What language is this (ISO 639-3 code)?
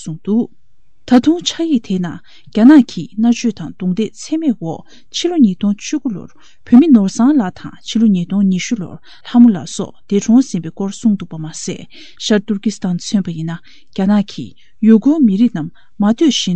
bod